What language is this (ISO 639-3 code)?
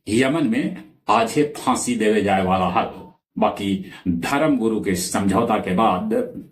mag